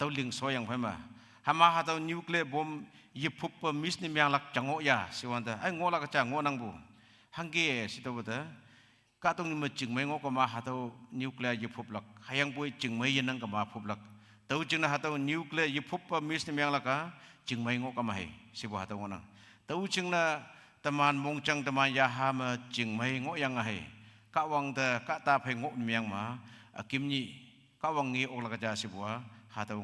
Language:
Konyak Naga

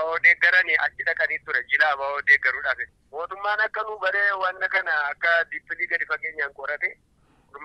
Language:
Oromo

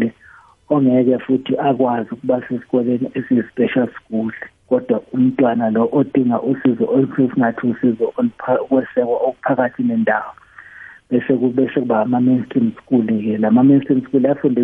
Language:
South Ndebele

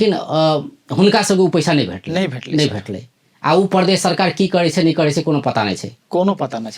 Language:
Maithili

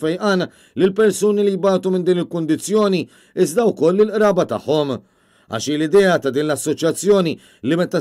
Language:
Maltese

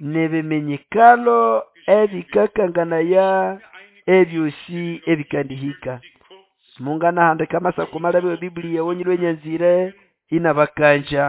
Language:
Nande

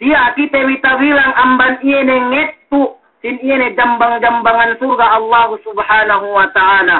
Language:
Yakan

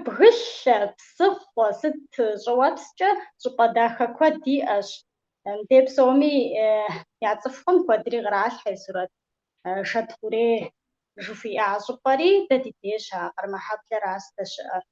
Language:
Kabardian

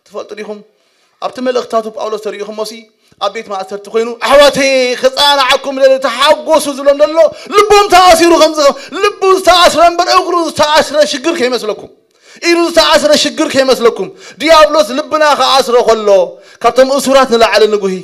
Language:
Tigrinya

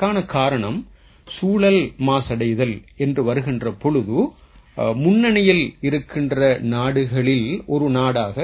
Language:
Tamil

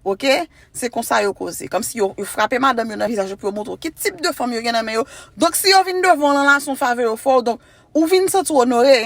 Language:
Haitian Creole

